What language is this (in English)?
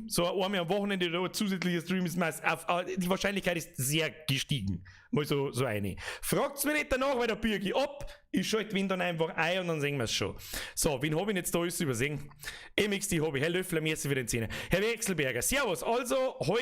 Bavarian